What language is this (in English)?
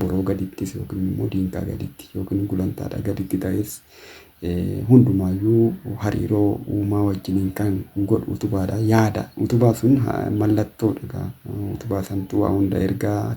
Oromo